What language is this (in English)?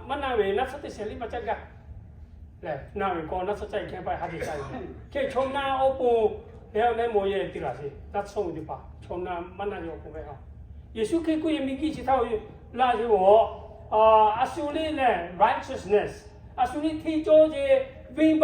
Lahu